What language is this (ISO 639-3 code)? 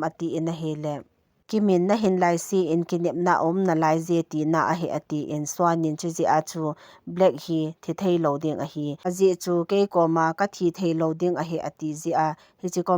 tcz